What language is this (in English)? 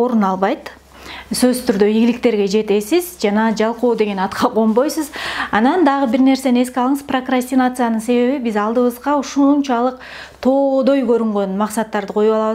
Kyrgyz